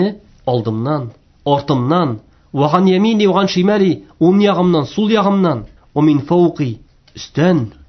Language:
Tatar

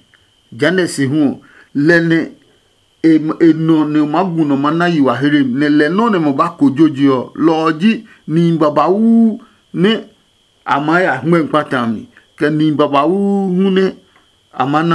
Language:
Adangme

